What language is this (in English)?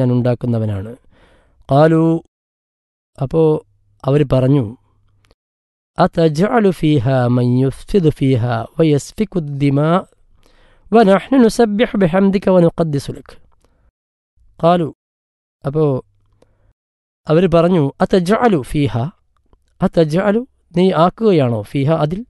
Malayalam